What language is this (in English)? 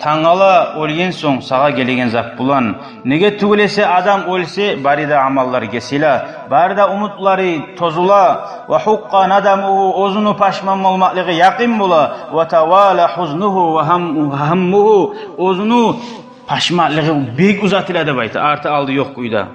Kumyk